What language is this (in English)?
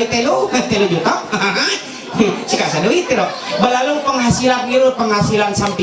Ma'anyan